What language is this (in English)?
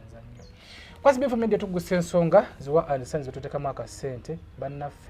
Ganda